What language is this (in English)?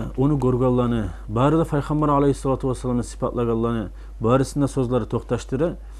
Kumyk